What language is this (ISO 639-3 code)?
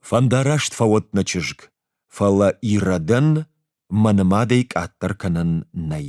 oss